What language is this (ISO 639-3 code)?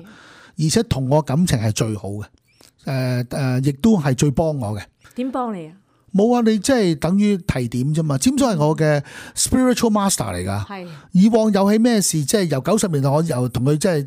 yue